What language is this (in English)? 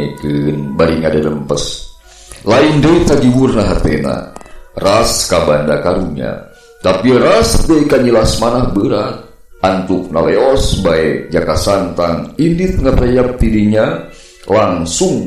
Sundanese